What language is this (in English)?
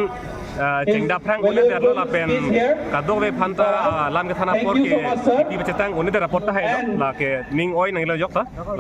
Karbi